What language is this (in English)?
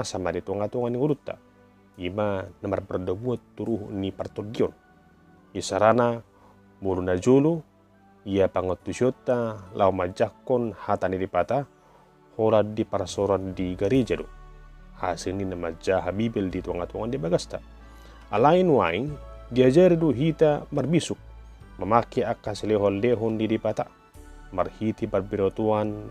Batak Toba